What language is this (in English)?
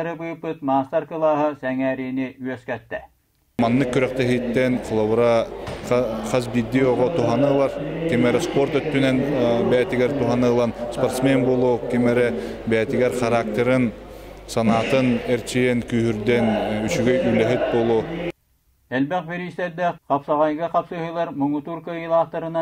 Yakut